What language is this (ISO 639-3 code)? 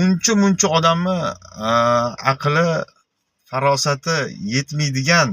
uzb